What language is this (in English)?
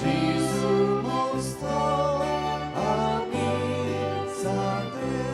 Konkani